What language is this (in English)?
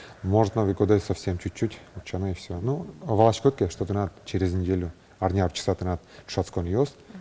Udmurt